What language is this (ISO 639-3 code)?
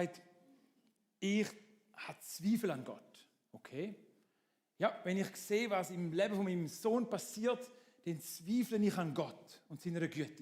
gsw